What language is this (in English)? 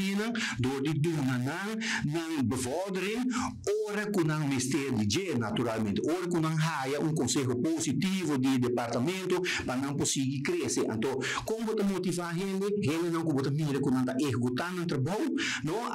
Papiamento